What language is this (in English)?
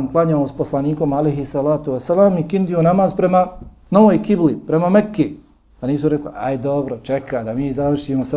Bosnian